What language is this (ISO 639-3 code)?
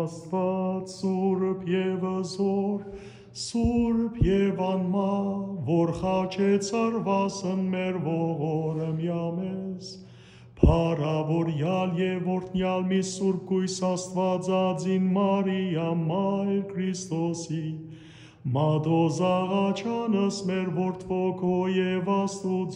hyw